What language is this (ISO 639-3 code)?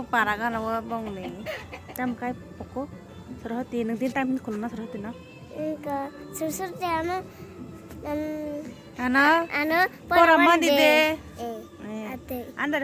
trp